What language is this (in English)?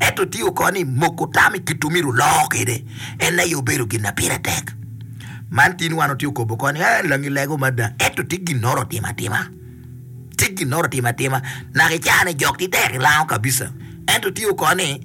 Acoli